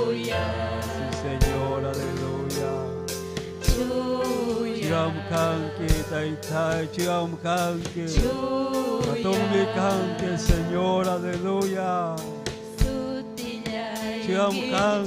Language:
Ayacucho Quechua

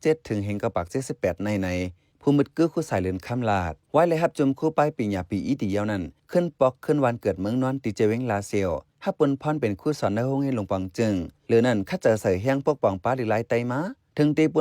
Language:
Shan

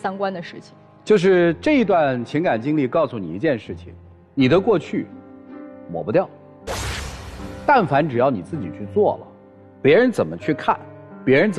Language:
Chinese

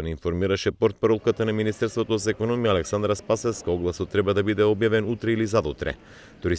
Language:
Macedonian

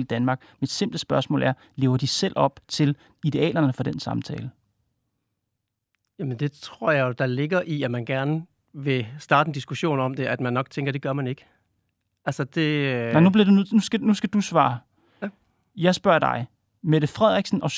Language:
Danish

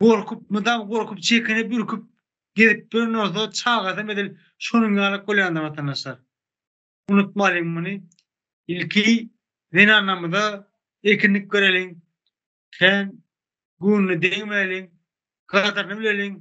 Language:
Turkmen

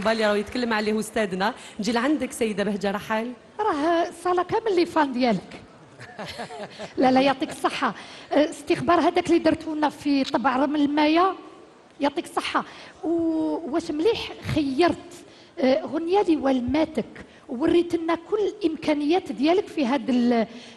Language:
Algerian Arabic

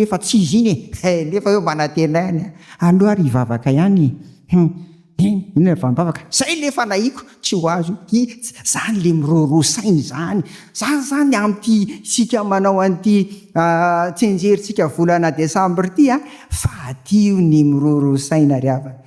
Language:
Malagasy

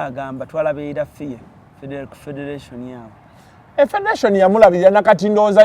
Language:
Ganda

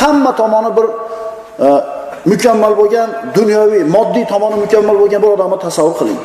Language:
Uzbek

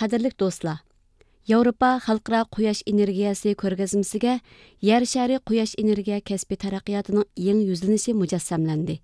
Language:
Uyghur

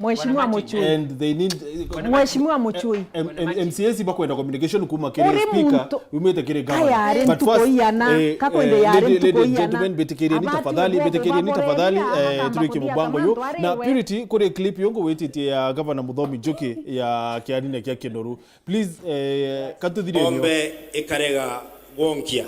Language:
Meru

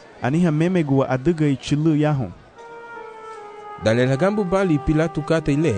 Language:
Garifuna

